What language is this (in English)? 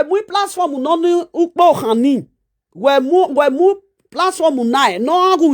Nigerian Pidgin